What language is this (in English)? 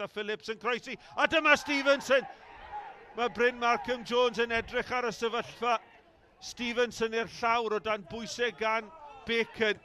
Welsh